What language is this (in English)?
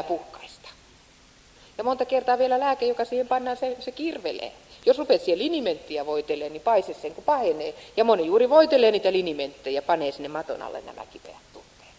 Finnish